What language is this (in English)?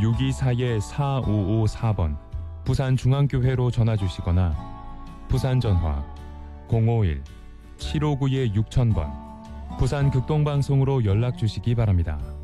Korean